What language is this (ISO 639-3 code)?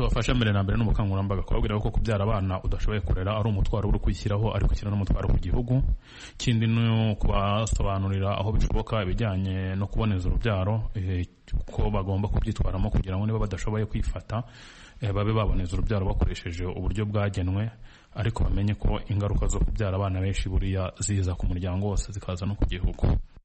kin